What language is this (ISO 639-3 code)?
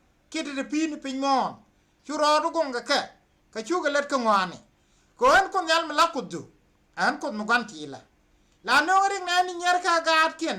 nus